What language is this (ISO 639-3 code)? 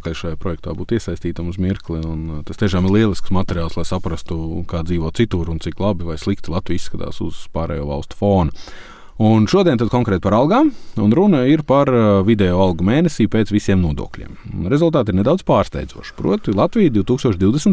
lav